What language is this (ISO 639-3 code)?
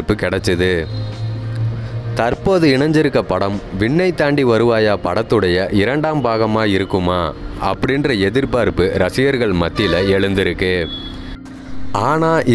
tam